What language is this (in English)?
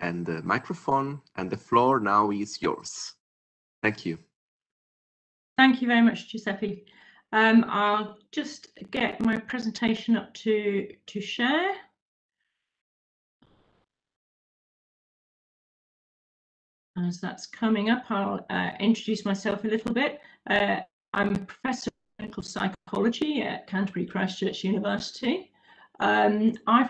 English